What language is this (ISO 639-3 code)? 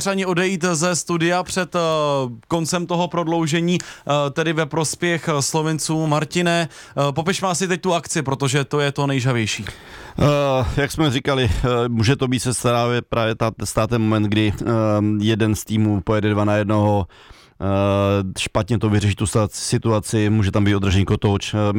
ces